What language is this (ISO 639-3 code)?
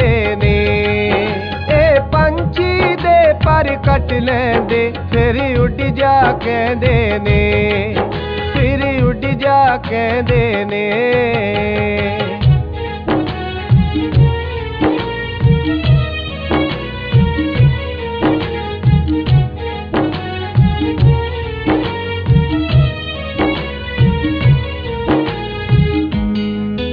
pan